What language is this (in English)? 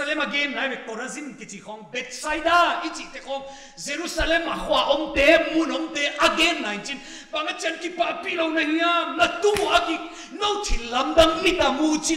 Paite Chin